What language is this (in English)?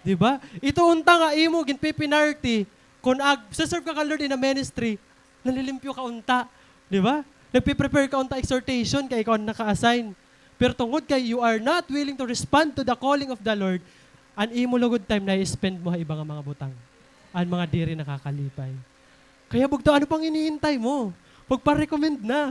Waray